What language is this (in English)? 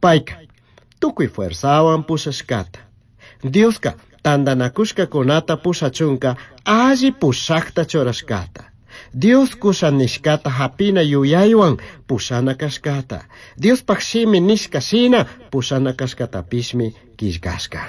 Chimborazo Highland Quichua